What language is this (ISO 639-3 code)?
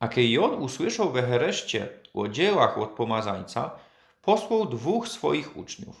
szl